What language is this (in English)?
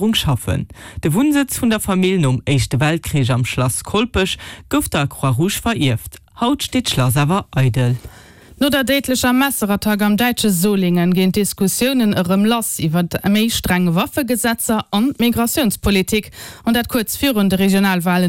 Luxembourgish